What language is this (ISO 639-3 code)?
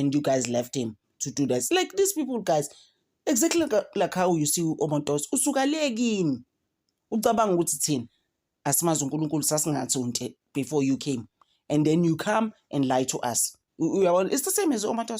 zul